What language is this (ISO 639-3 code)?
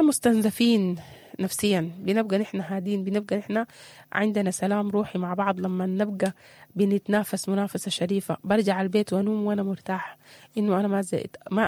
apd